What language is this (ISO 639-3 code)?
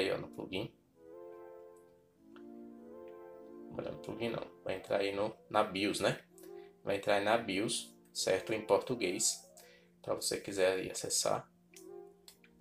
por